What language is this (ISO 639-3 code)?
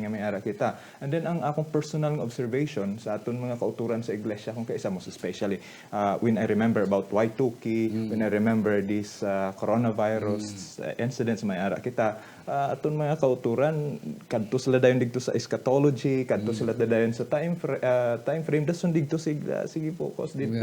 hil